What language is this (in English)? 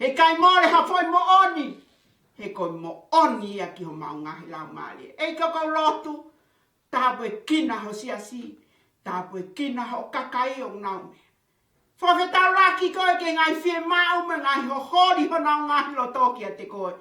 Tongan